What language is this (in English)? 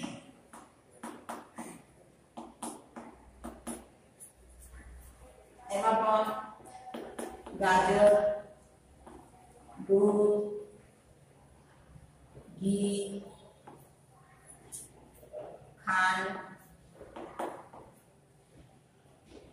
Gujarati